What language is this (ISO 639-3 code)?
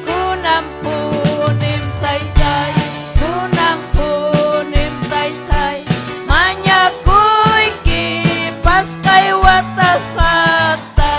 quy